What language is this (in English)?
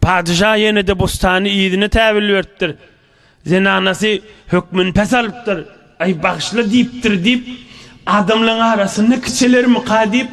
Turkmen